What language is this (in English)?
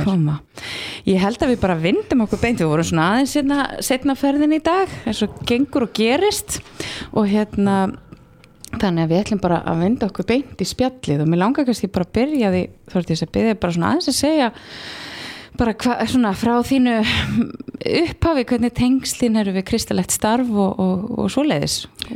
Icelandic